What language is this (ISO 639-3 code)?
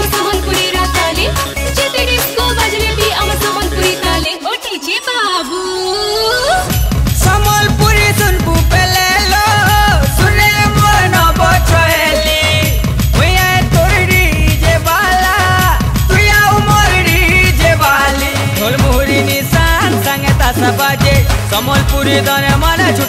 spv